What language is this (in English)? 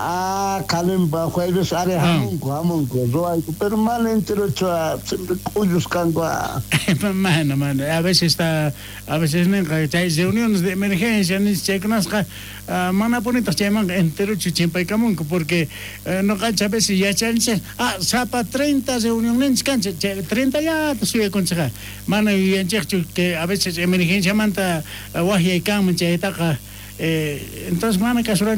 South Bolivian Quechua